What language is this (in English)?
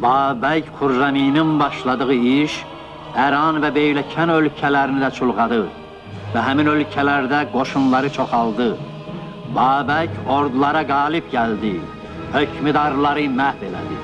South Azerbaijani